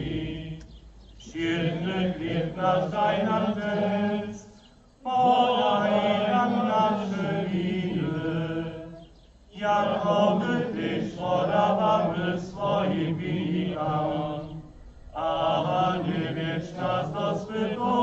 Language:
Upper Sorbian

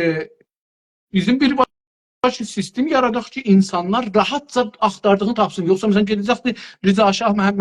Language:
South Azerbaijani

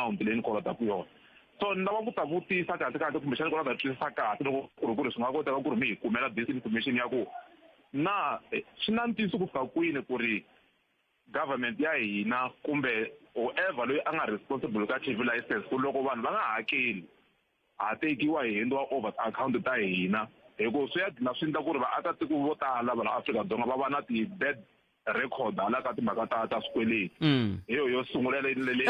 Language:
Tsonga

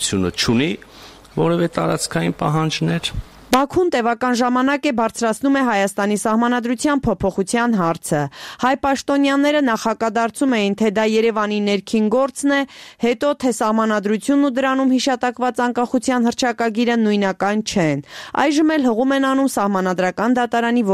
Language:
Armenian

